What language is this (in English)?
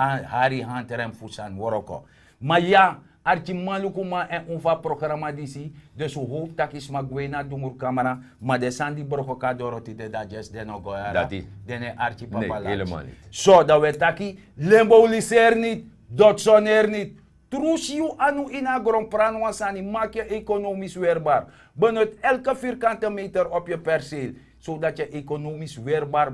Sranan Tongo